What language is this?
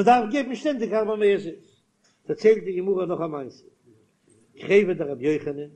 Yiddish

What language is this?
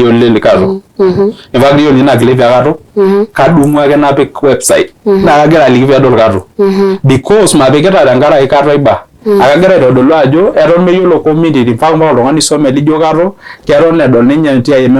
Masai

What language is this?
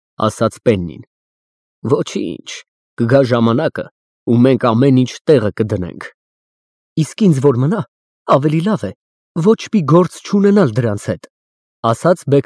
Armenian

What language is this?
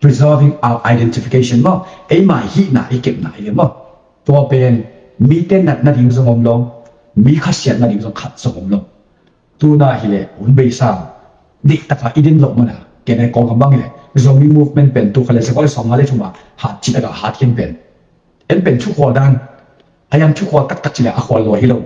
Tedim Chin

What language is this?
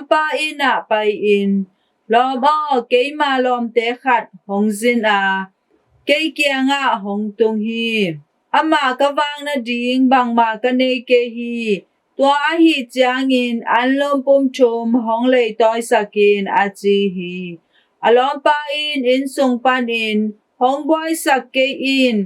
Tedim Chin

